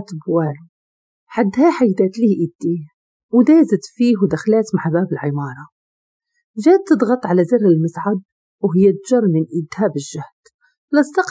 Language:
Moroccan Arabic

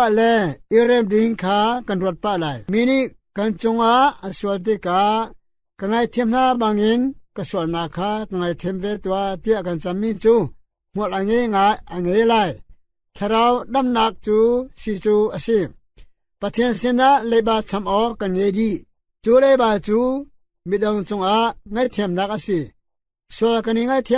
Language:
Hakha Chin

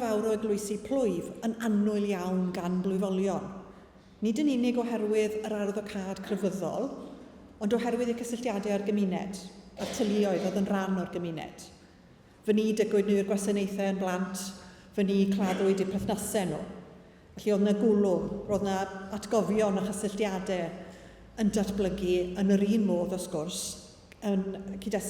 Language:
Welsh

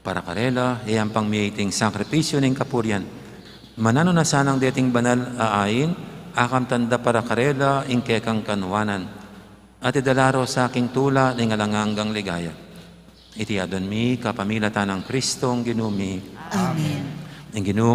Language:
Pampanga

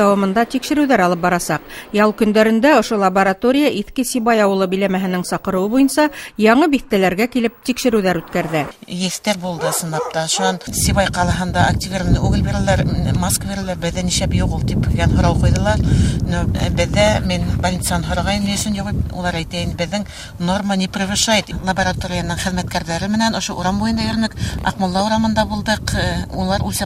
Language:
Bashkir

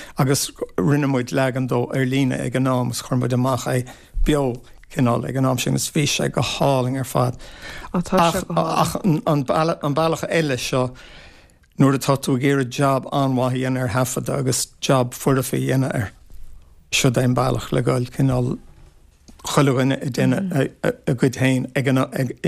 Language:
Irish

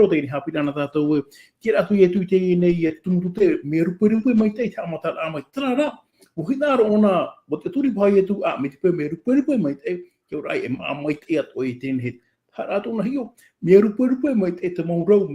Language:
Tahitian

